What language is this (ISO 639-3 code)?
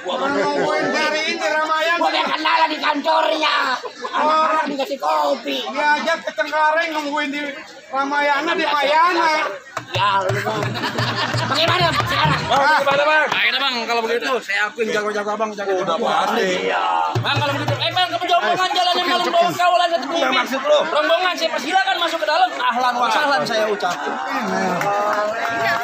bew